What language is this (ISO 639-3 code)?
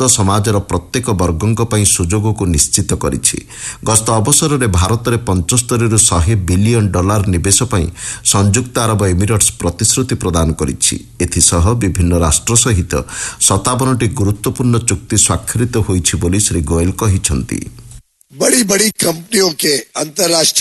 ori